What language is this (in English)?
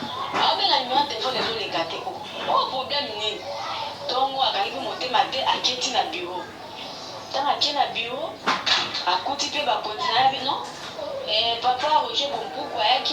Lingala